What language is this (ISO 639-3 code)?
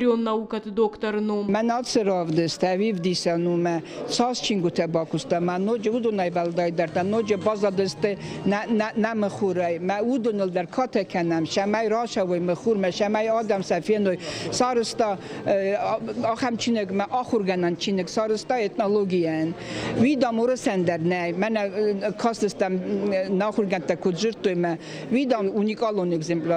oss